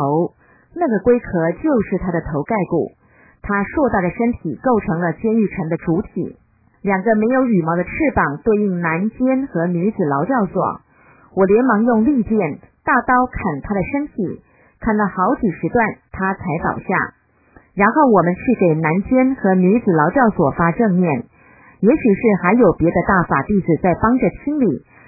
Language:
Chinese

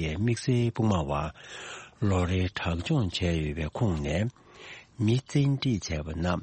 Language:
Tibetan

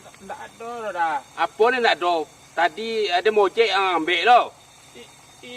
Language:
Minangkabau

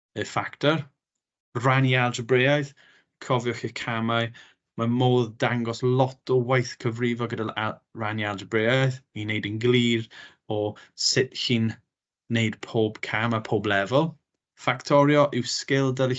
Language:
Welsh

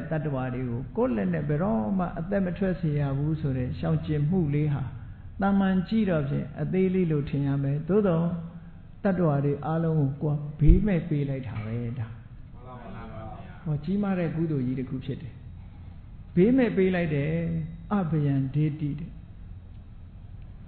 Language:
Burmese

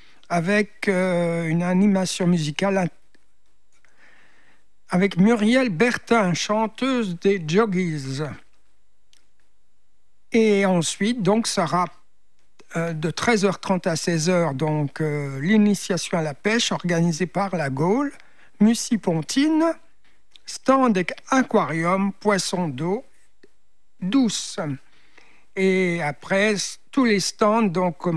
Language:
French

